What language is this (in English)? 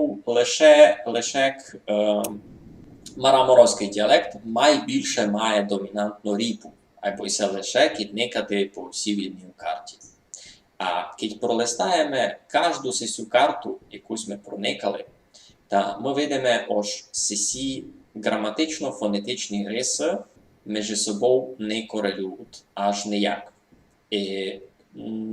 Rusyn